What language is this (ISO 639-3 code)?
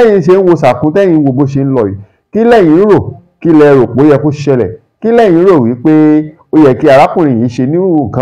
yor